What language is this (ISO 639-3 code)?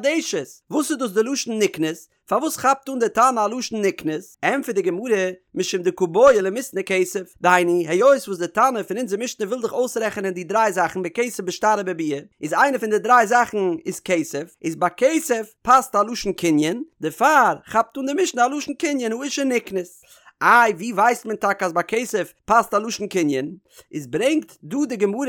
yid